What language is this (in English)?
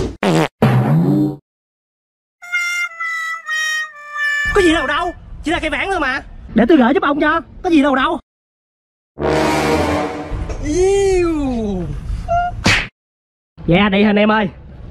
Vietnamese